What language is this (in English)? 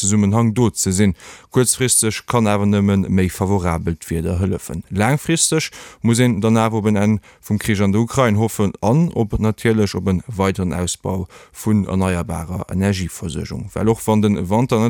Luxembourgish